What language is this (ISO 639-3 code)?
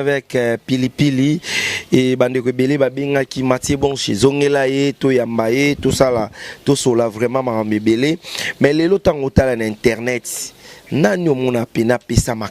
lin